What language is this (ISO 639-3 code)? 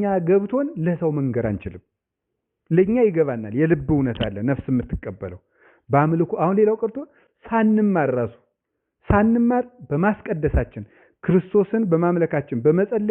amh